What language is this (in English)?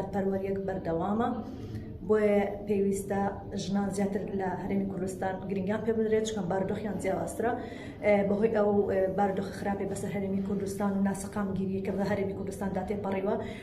Central Kurdish